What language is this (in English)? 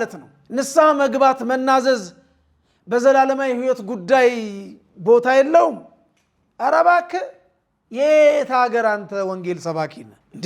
Amharic